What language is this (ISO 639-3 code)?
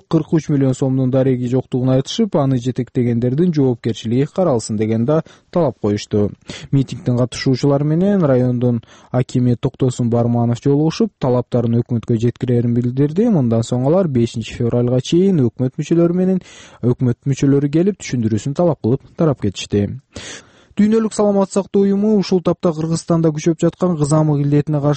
kir